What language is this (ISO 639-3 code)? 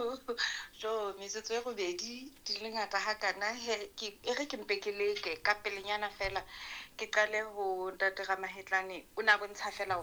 sot